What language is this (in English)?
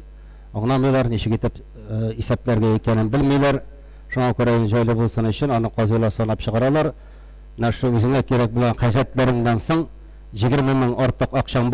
Tatar